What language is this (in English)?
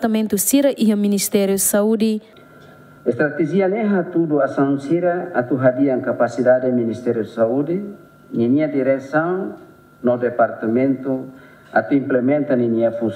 Tetum